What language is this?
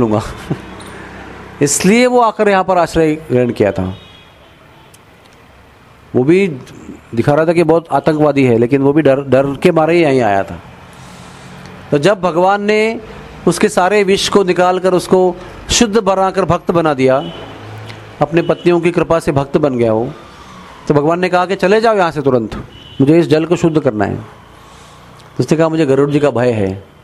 Hindi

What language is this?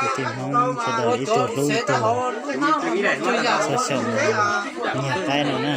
Hmong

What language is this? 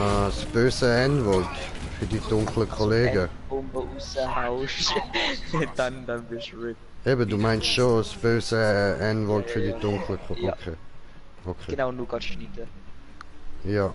Swiss German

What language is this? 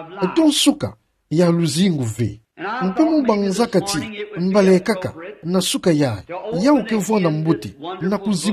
Kituba (Democratic Republic of Congo)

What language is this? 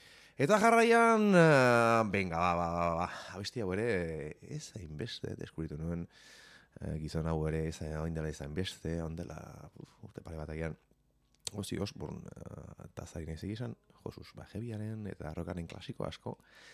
Basque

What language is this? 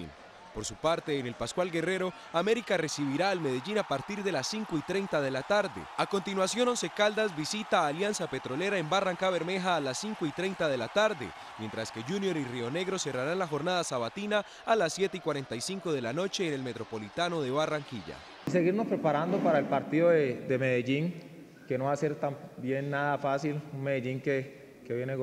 Spanish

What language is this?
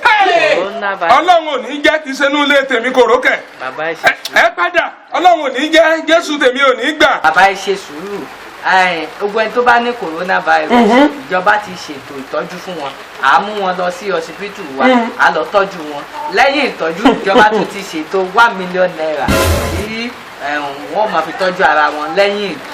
Yoruba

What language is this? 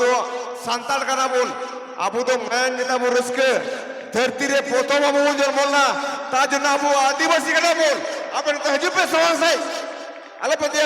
Santali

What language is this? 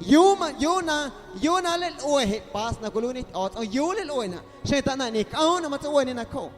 Guerrero Amuzgo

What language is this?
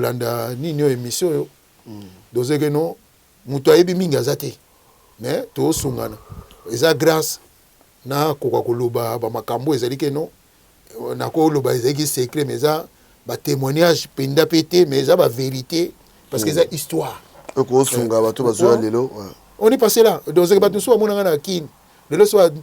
Lingala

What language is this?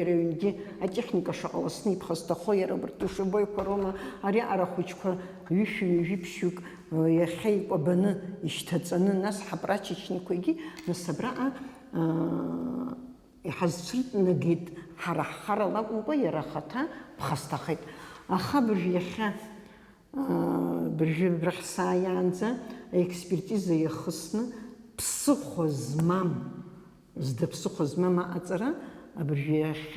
Abkhazian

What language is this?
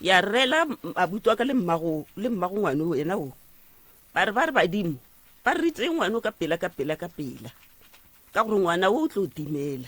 Northern Sotho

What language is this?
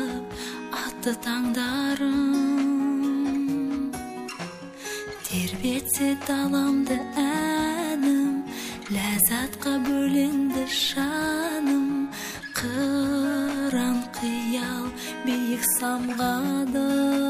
Kazakh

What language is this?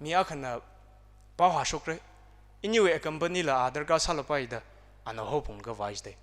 Tangkhul Naga (India)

